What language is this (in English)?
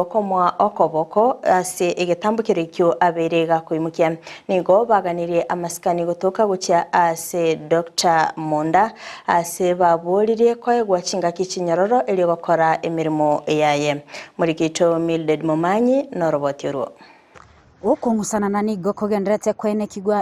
Gusii